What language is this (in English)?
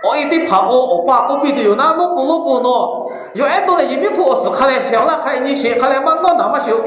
Lahu